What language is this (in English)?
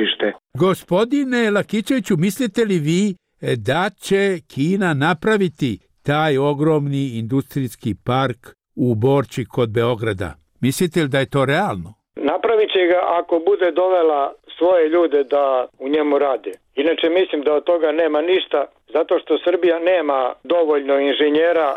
Serbian